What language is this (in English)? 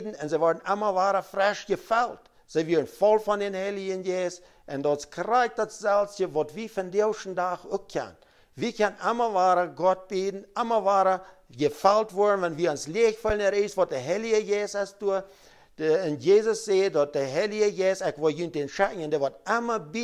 Plautdietsch